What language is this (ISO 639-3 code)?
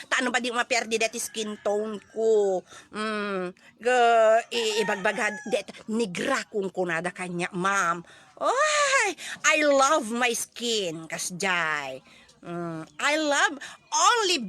ilo